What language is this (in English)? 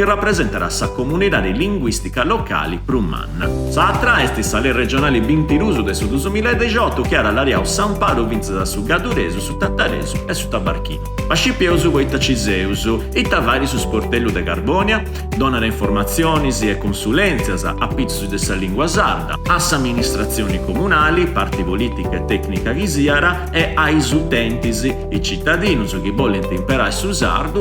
Sardinian